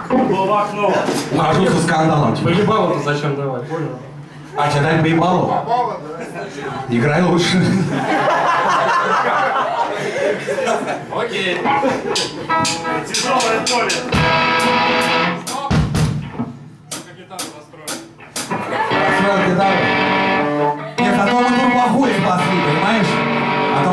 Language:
Russian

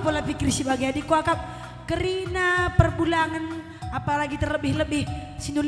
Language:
Batak Karo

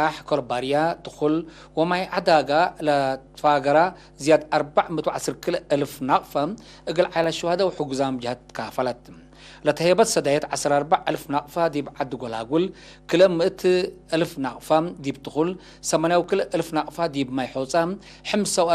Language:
Tigre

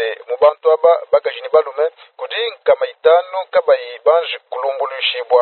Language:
Luba-Lulua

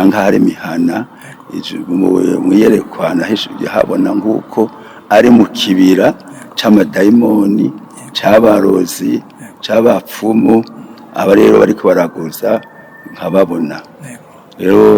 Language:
Rundi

